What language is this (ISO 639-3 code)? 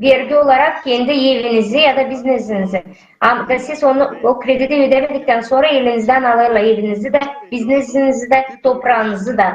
gag